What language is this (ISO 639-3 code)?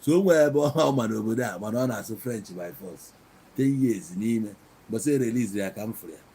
ibo